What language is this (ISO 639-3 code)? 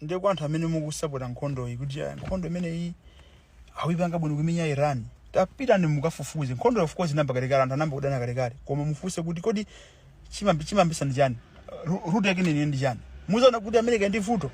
nya